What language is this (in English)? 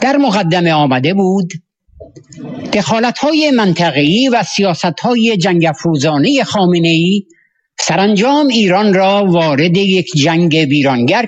Persian